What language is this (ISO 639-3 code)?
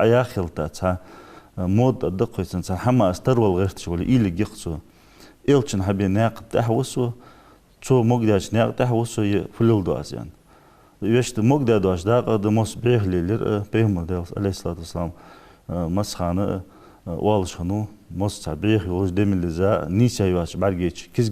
inh